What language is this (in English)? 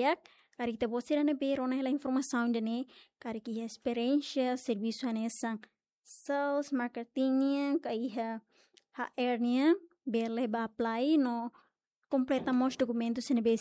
Tetum